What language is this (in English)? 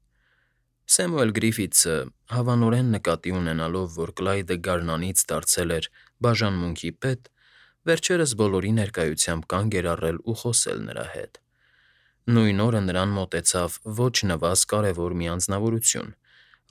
Armenian